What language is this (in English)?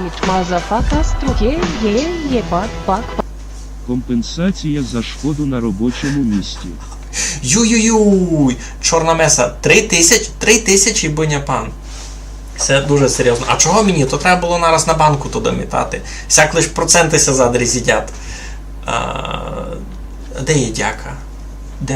Rusyn